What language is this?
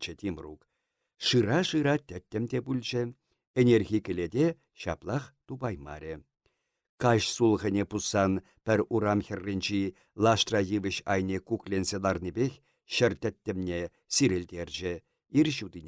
Chuvash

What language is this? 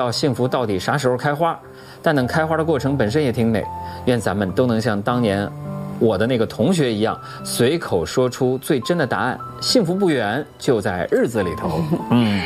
Chinese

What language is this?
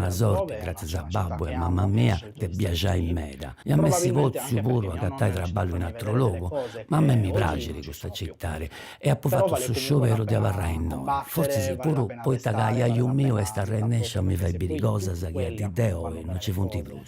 Sardinian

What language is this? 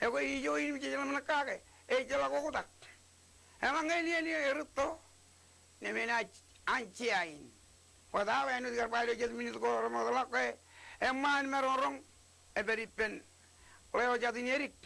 Marshallese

